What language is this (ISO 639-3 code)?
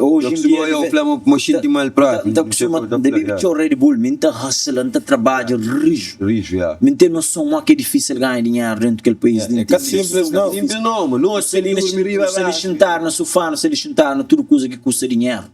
kea